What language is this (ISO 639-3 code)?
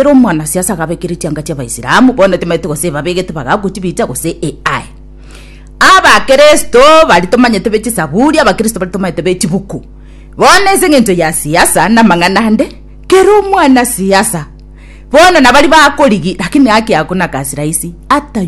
guz